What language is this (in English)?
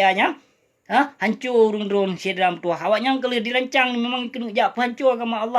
Achinese